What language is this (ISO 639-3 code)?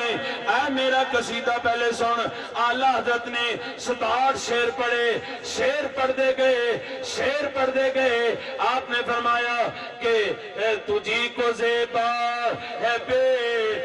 urd